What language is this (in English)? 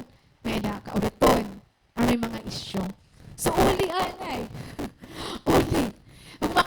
Waray